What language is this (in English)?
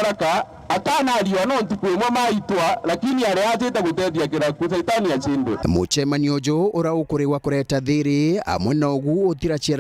Meru